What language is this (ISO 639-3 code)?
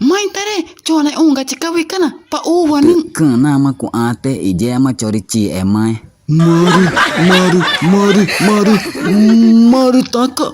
tca